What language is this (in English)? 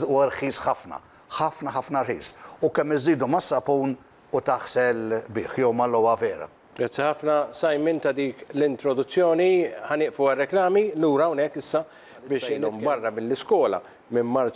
Maltese